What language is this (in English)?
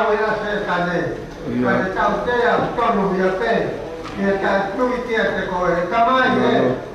Tongan